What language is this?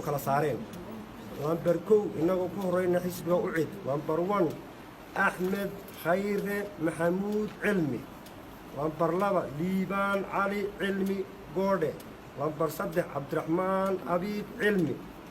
Somali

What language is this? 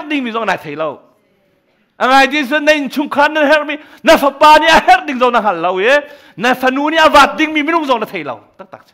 Hakha Chin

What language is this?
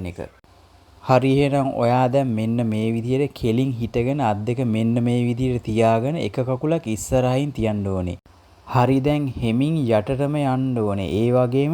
Sinhala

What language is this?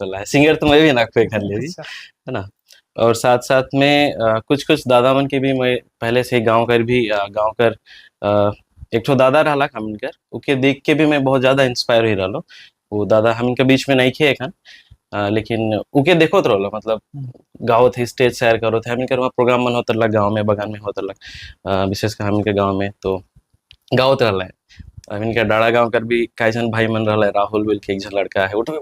Sadri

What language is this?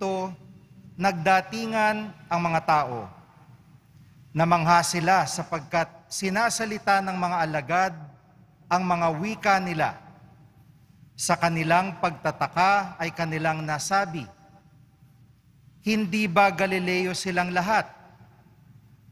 Filipino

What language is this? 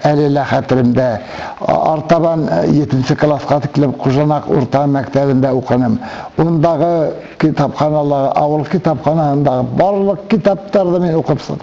Bashkir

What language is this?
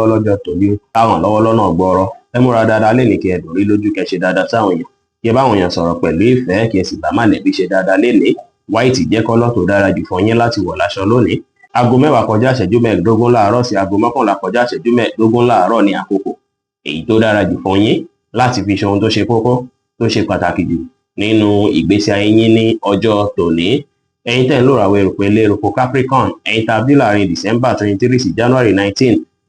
Yoruba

